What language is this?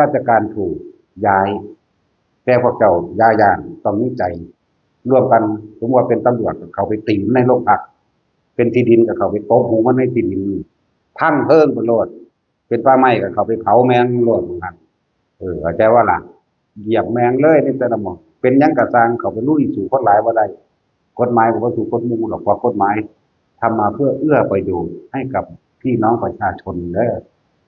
Northeastern Thai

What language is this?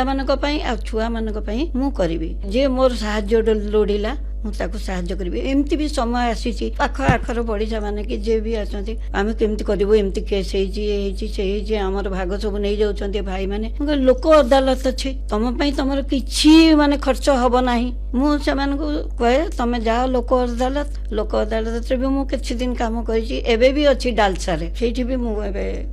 Odia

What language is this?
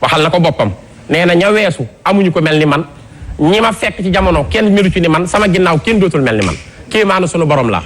Wolof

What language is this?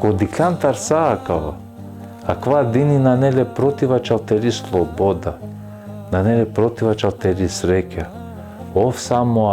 Balkan Romani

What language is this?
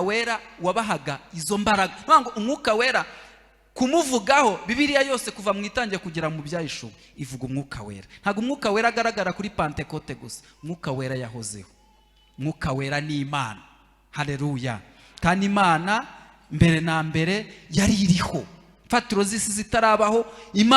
Kinyarwanda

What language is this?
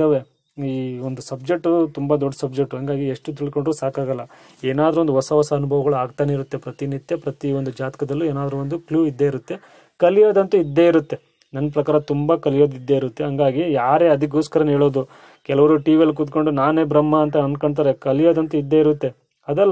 Kannada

